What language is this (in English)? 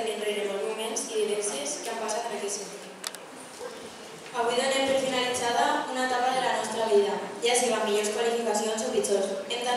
Catalan